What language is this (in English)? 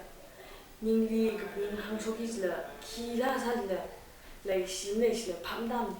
Tangkhul Naga (India)